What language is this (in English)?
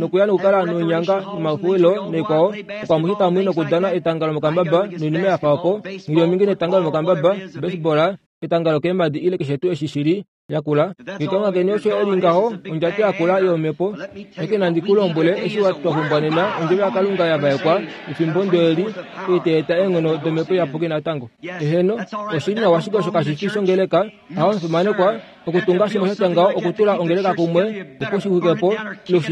Kuanyama